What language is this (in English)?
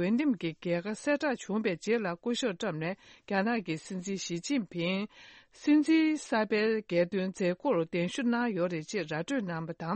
Tibetan